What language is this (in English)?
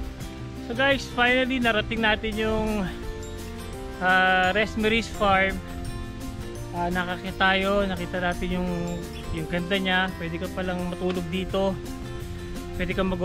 Filipino